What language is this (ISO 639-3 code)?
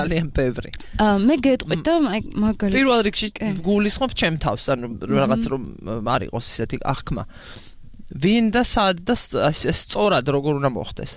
kat